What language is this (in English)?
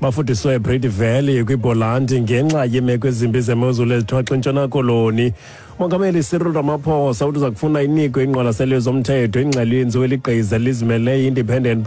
Xhosa